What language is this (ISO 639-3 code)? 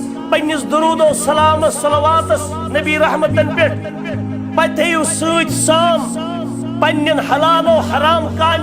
kas